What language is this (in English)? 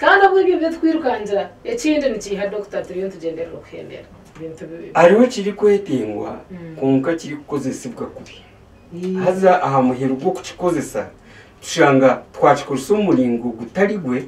Nyankole